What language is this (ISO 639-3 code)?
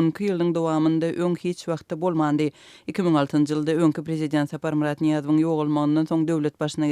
tuk